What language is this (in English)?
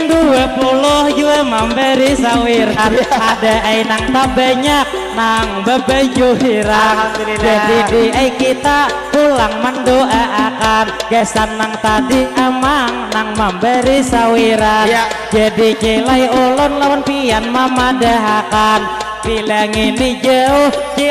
Banjar